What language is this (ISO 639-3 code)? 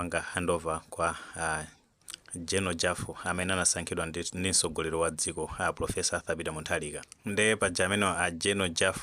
nya